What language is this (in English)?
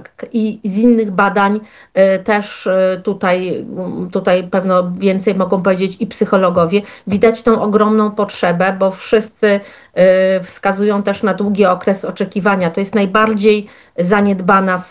Polish